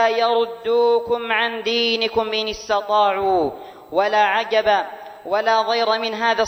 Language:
Arabic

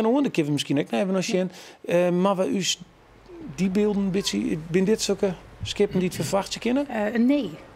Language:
Western Frisian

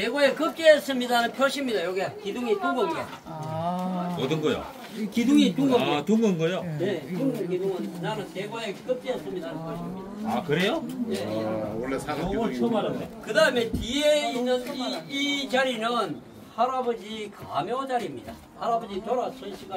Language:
Korean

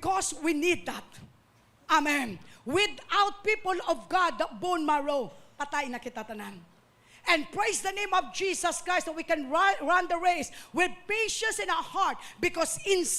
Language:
Hiligaynon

